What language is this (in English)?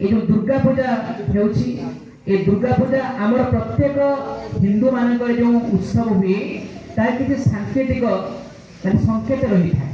Odia